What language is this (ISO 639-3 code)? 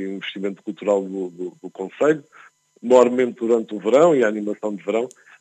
por